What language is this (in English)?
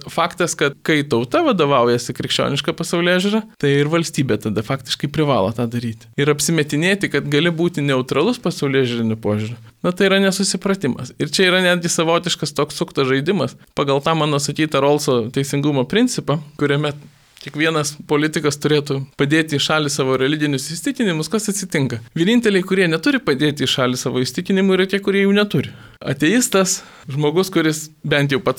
Lithuanian